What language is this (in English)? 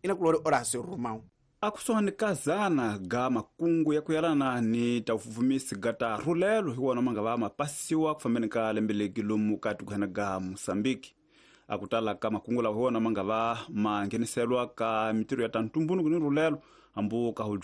Tsonga